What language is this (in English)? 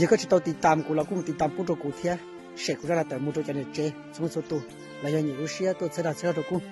Hmong